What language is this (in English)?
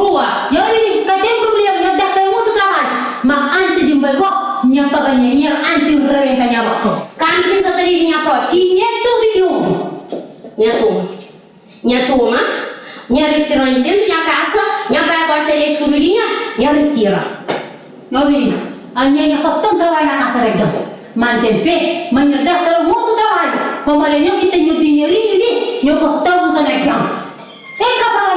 Kabuverdianu